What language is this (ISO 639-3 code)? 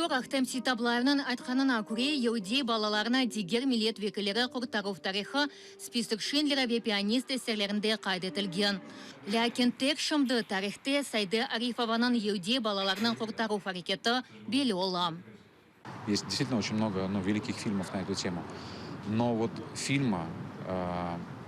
crh